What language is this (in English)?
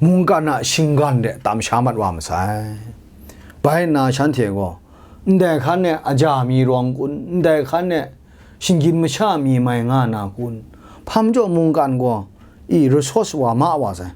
Kachin